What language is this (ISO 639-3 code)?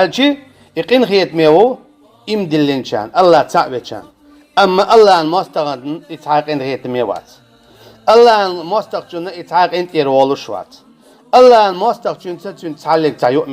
che